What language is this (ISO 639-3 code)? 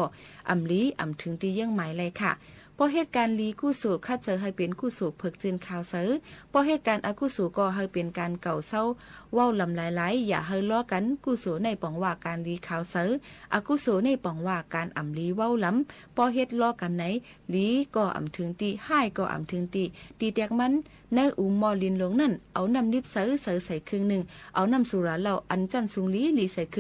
shn